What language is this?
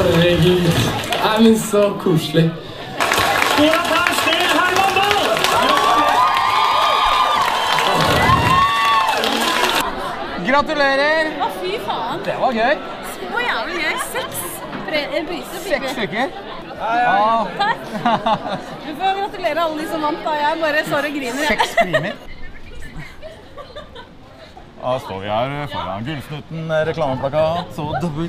Norwegian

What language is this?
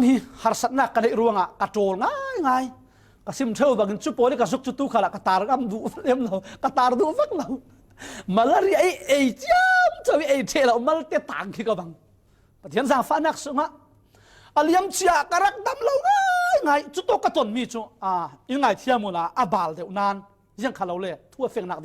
Falam Chin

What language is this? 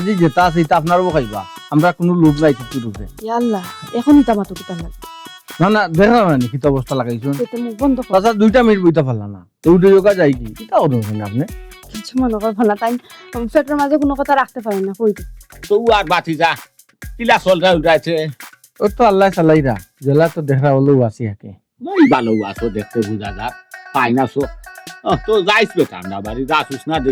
Sylheti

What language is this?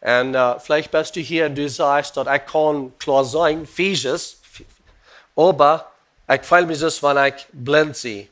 Plautdietsch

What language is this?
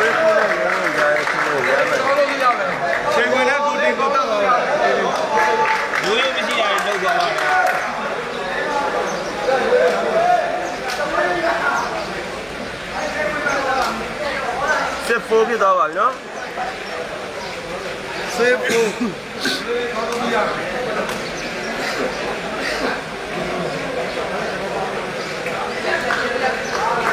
Burmese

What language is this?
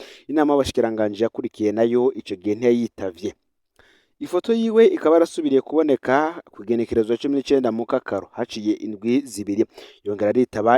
Rundi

